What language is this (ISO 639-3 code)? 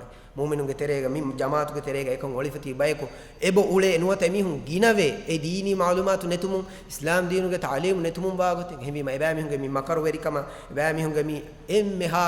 div